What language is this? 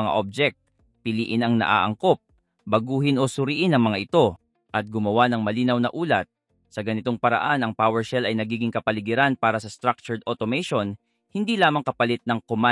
Filipino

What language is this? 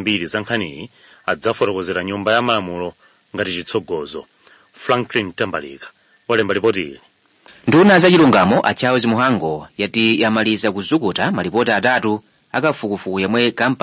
Nyanja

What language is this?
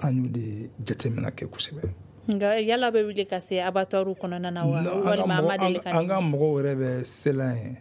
Bambara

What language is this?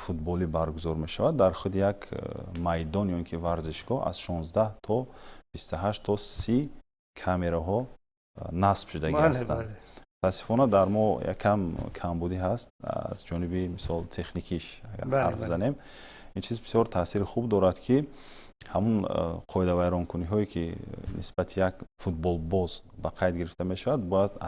Tajik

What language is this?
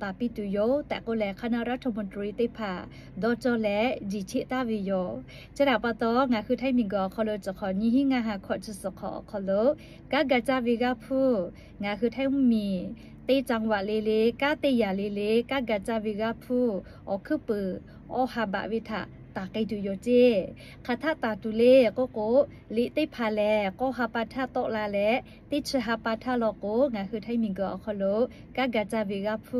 Lahu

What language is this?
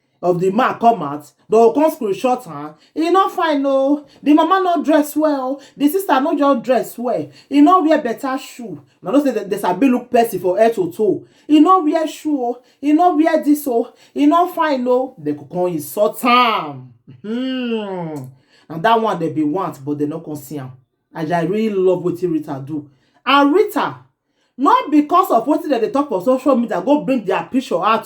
Nigerian Pidgin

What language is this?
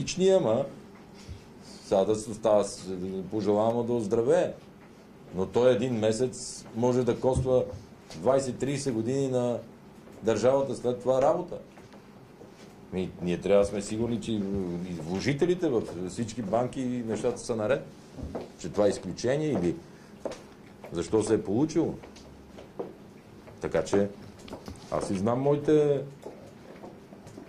Bulgarian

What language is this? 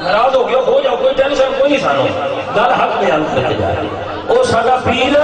Saraiki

